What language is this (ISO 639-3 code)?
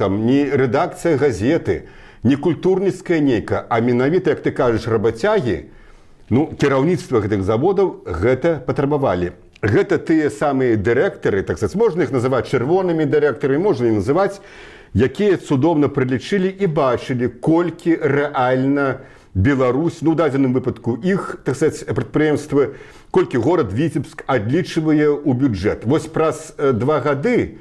bel